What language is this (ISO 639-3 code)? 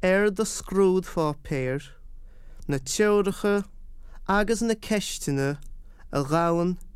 gle